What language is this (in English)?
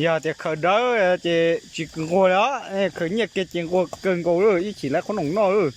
Hmong